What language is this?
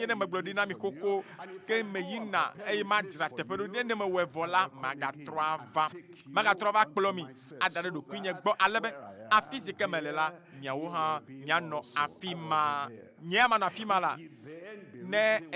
Ewe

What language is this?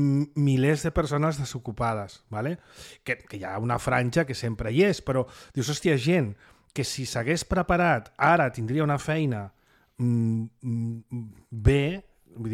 Catalan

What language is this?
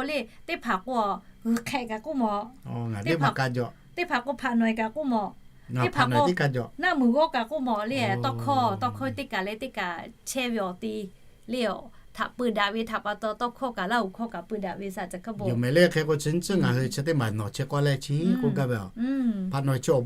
Lahu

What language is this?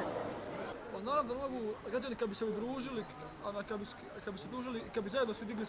Bosnian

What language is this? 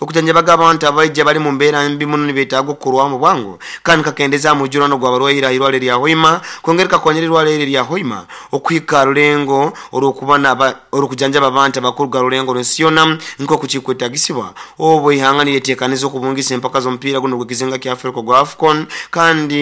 Nyoro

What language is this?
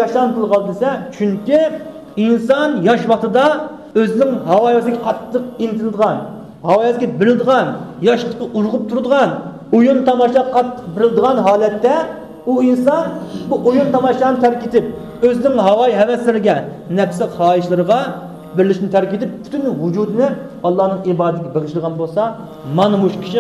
Uyghur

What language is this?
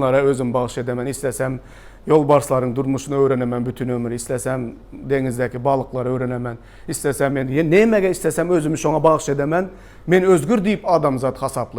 Turkmen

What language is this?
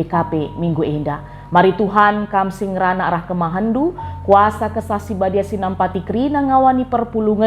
Batak Karo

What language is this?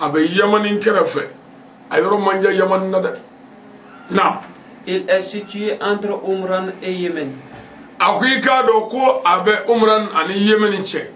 Bambara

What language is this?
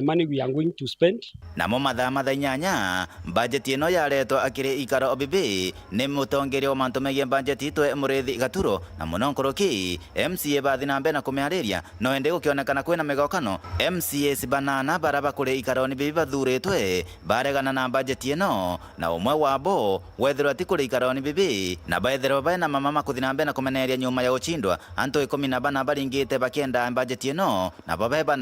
Meru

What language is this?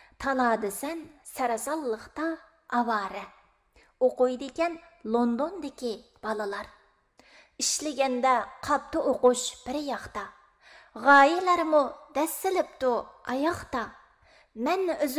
Uyghur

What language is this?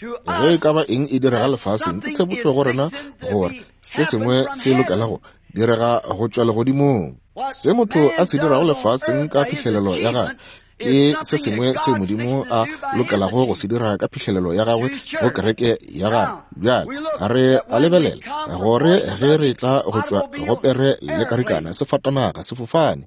Northern Sotho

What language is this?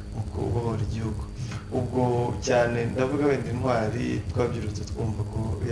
Kinyarwanda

